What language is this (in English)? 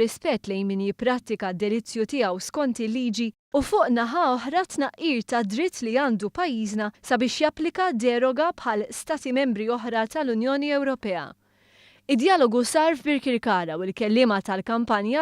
Maltese